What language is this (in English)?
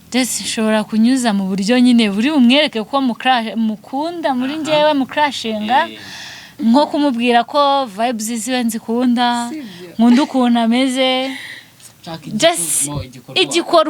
Kinyarwanda